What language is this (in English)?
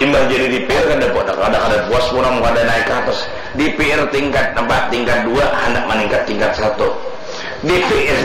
Banjar